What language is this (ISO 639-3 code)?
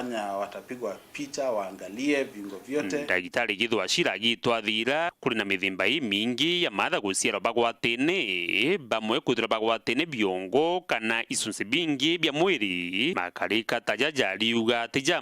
mer